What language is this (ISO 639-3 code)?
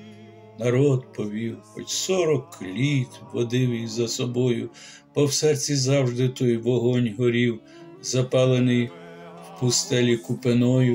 ukr